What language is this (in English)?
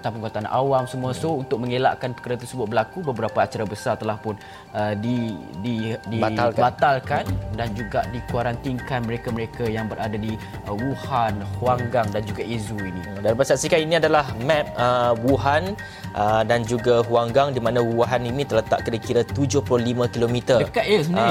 Malay